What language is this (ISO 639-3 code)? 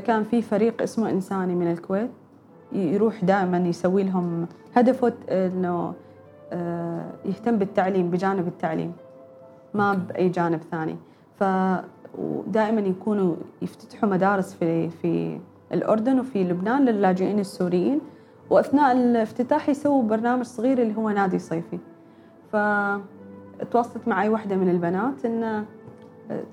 afb